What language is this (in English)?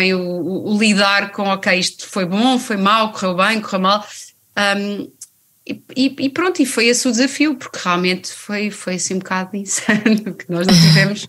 Portuguese